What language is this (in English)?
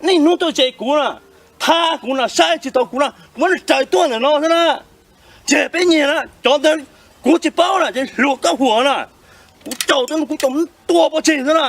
Hmong